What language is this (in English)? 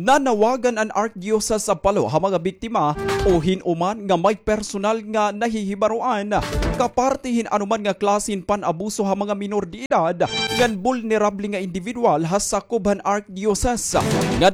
Waray